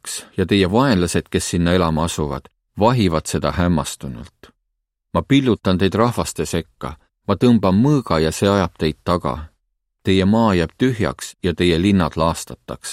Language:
Estonian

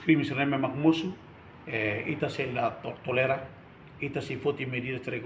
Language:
Tetum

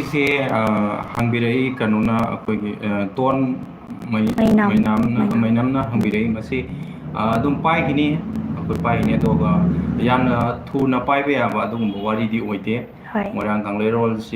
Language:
Manipuri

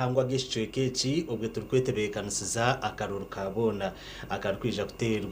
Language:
Nyankole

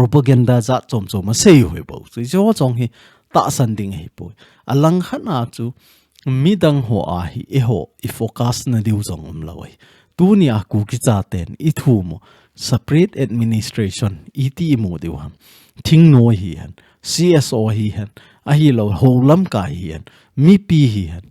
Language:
Thado Chin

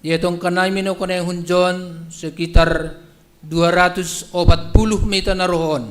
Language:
Batak Simalungun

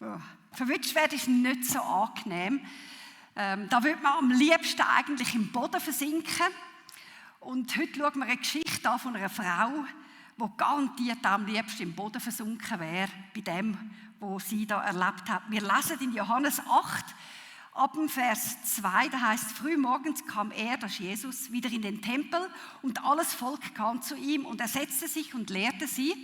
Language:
Swiss German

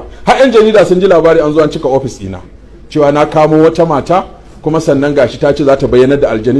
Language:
Hausa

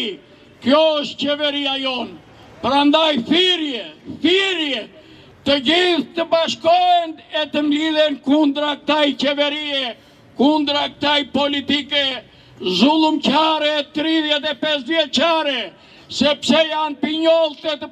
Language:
Albanian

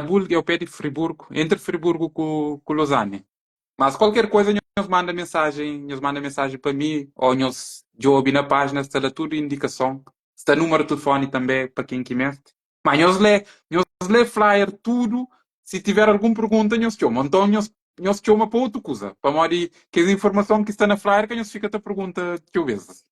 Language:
Kabuverdianu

